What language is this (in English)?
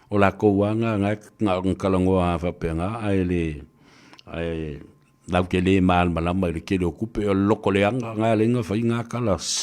Samoan